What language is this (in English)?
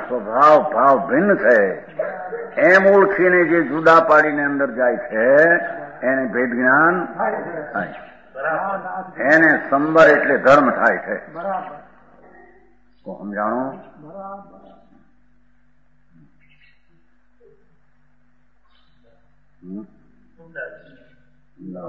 Gujarati